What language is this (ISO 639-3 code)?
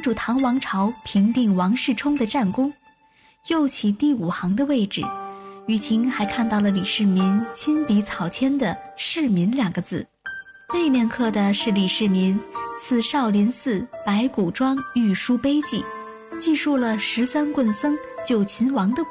zho